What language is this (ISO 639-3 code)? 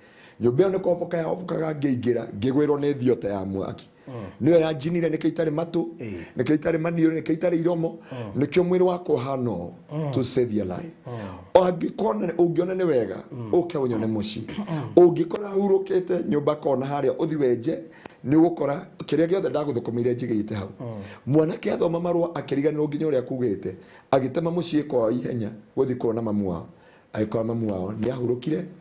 kik